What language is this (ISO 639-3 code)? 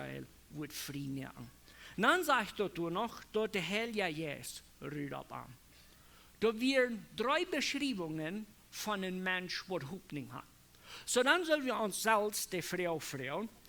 pdt